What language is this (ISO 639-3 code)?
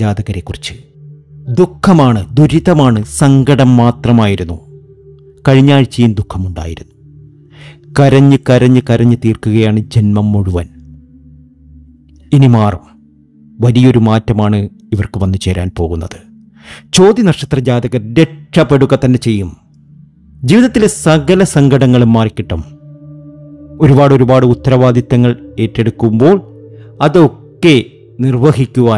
mal